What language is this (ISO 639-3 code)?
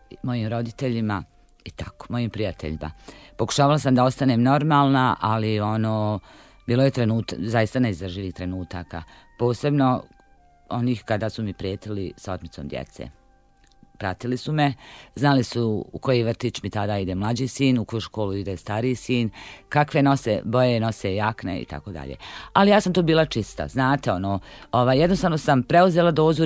bos